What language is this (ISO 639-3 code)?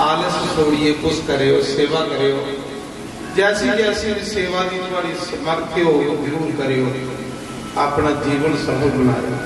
doi